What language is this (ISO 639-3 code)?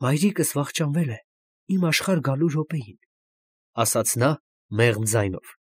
hye